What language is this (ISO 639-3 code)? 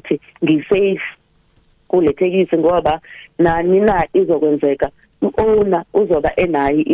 nbl